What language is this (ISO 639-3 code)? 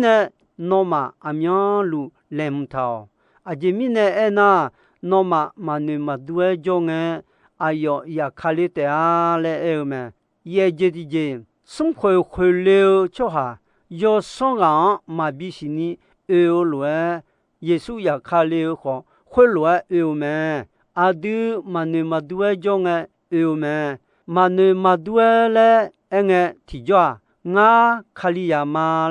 ahk